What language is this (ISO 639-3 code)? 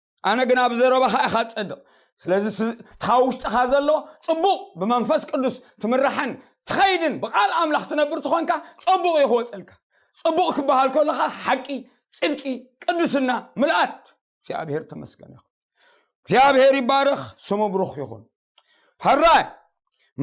tir